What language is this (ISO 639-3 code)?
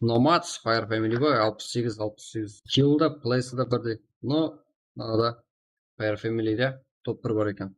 kaa